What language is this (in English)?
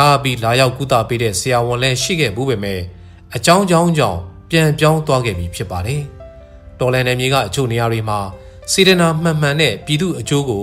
Burmese